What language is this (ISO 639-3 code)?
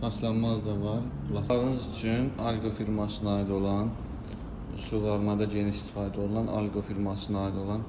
aze